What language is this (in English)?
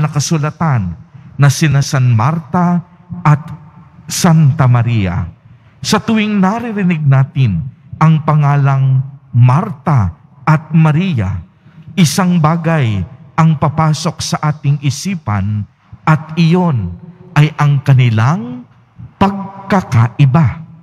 Filipino